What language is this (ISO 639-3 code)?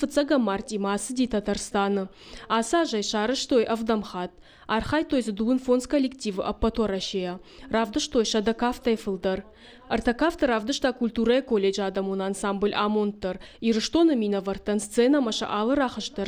oss